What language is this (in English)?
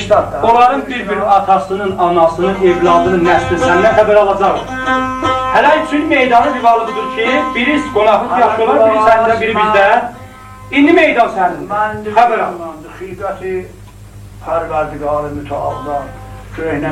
South Azerbaijani